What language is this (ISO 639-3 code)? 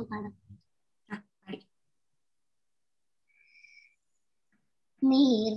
mal